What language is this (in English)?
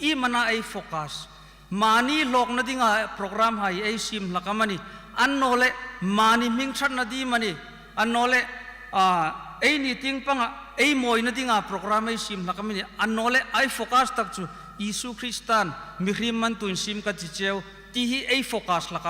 Hmar